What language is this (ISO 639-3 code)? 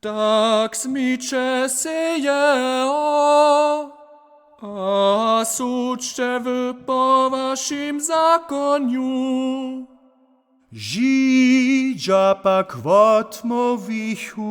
hsb